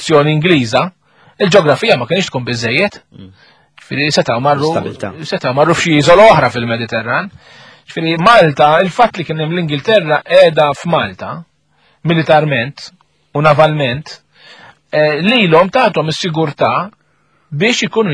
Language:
Maltese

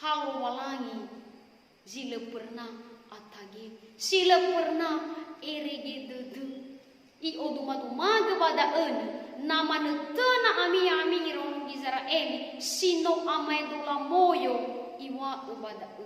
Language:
Nias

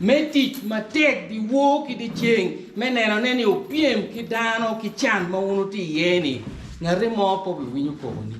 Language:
Acoli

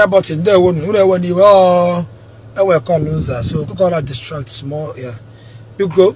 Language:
Igbo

